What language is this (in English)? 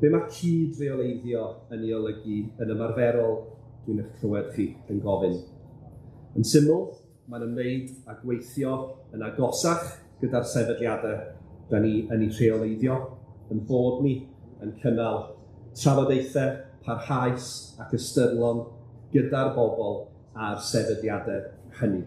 Welsh